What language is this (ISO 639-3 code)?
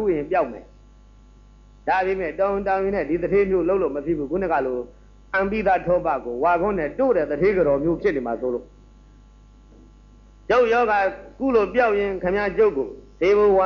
mya